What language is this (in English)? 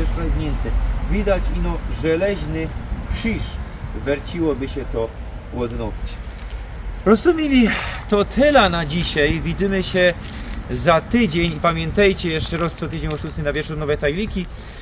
Silesian